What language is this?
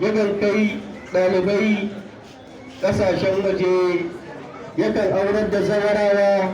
Hausa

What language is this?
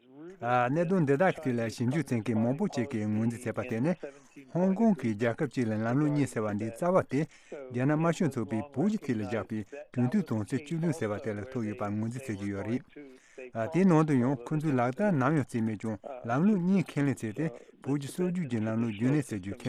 Tibetan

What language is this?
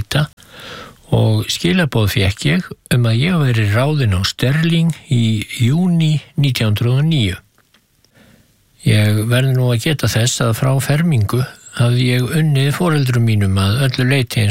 Icelandic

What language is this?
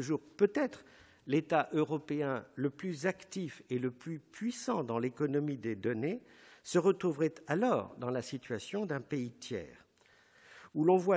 French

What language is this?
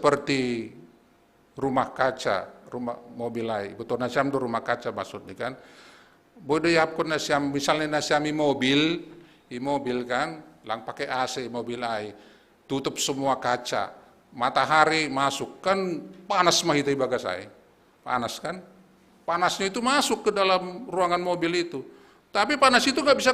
Batak Simalungun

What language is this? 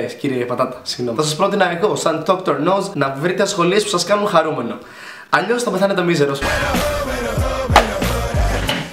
Greek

